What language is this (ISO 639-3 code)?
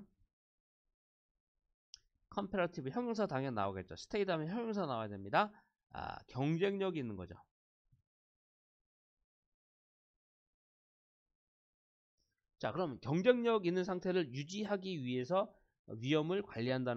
kor